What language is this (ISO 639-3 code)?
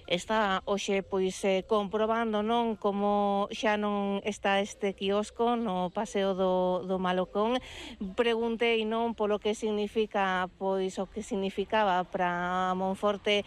glg